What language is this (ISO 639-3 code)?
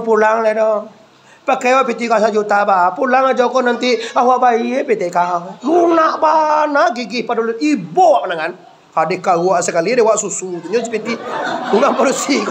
min